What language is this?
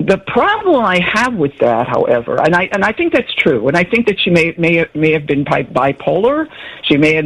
English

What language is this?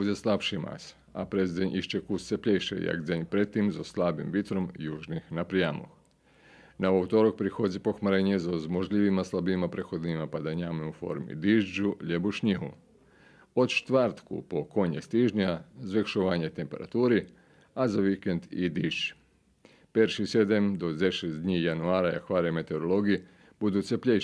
Rusyn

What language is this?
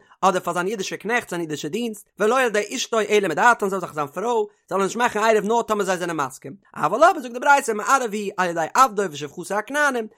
Yiddish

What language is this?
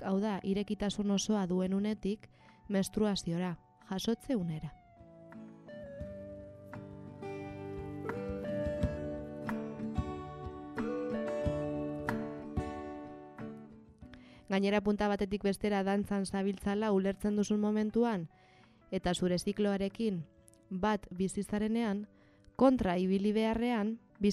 Basque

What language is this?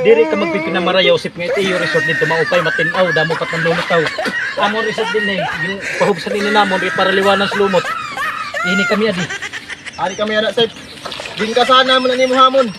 Waray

